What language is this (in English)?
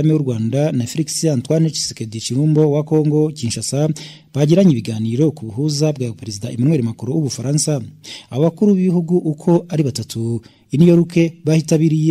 Kinyarwanda